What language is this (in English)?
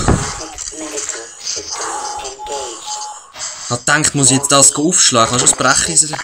Swiss German